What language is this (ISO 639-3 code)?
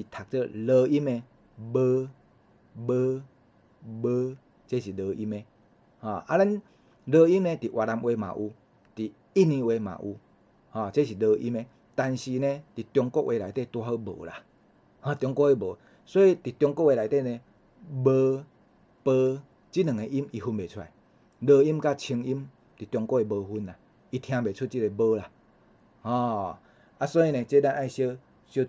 nan